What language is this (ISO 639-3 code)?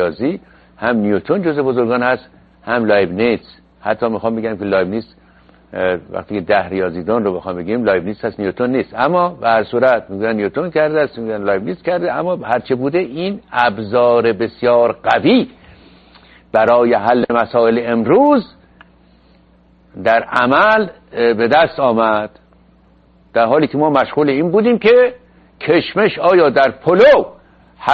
fas